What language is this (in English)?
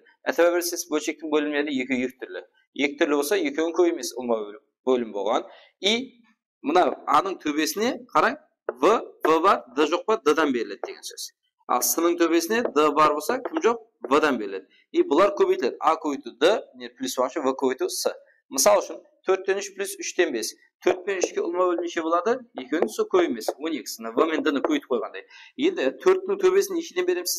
Kara-Kalpak